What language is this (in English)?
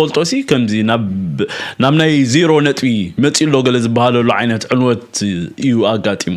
Tigrinya